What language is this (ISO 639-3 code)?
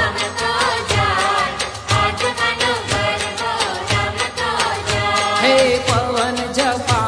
guj